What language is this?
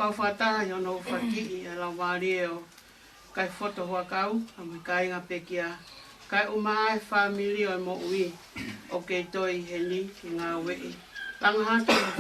Tongan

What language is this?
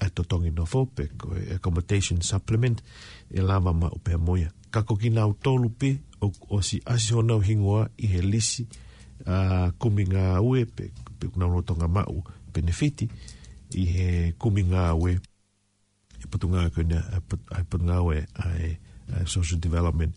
Tongan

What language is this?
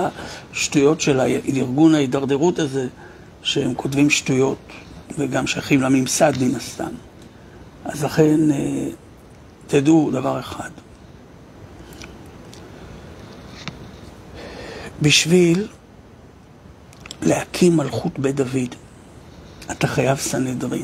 Hebrew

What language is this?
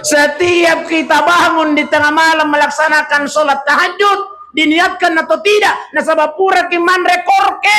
Buginese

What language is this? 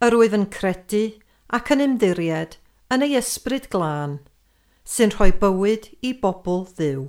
Welsh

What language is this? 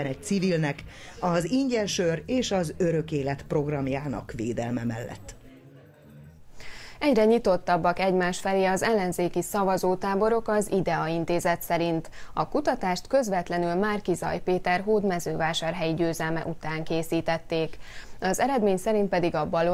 Hungarian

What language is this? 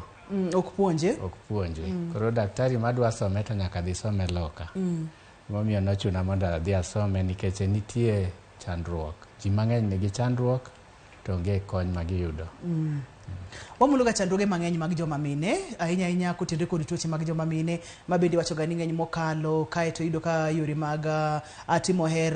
Luo (Kenya and Tanzania)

